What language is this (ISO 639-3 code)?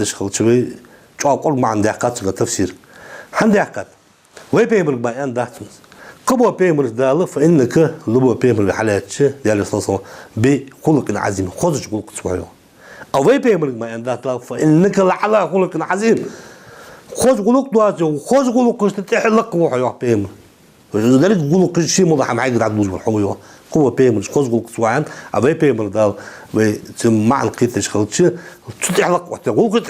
inh